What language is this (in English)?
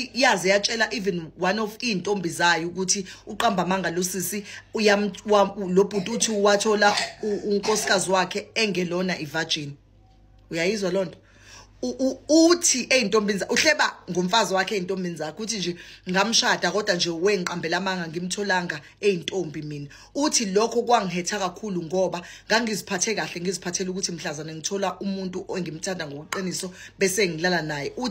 Zulu